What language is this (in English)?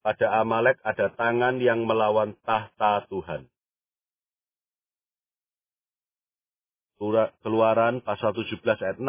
Indonesian